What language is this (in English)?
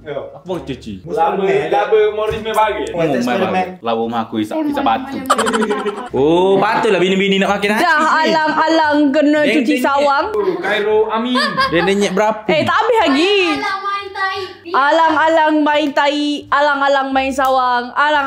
Malay